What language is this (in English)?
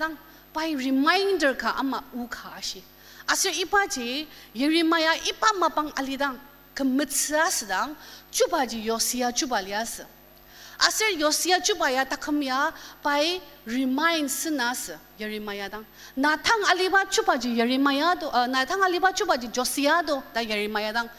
Ao Naga